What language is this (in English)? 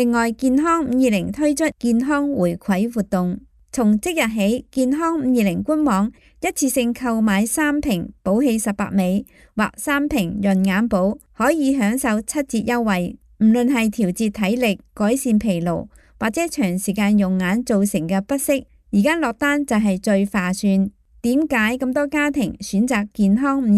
Cantonese